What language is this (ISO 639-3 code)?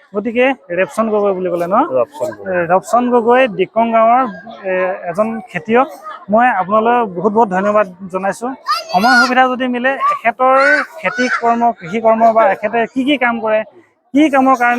asm